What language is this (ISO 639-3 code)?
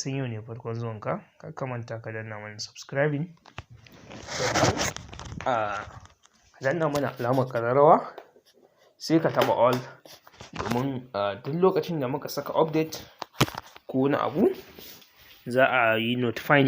hau